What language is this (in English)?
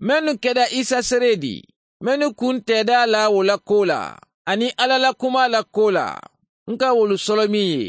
Mandingo